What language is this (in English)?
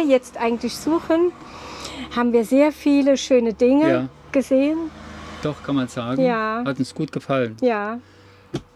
German